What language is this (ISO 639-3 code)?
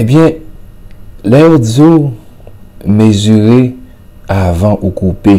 hat